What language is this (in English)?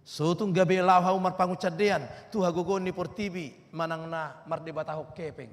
Batak Toba